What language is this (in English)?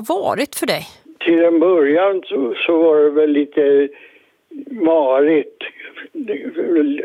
Swedish